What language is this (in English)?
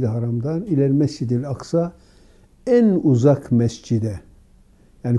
Turkish